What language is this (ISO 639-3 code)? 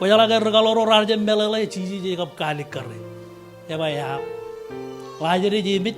mah